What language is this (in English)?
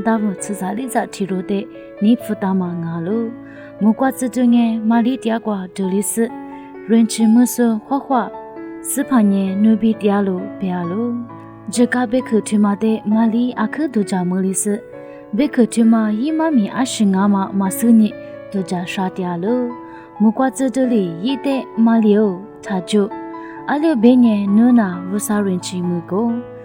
Lisu